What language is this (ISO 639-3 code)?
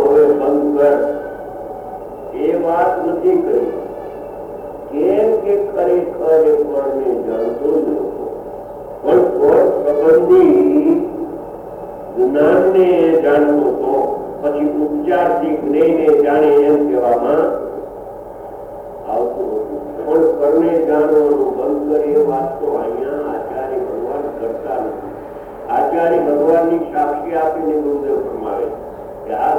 guj